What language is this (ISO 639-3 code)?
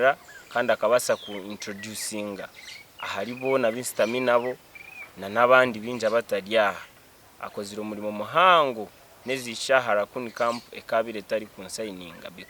nyn